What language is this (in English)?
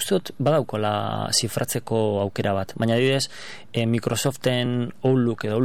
Basque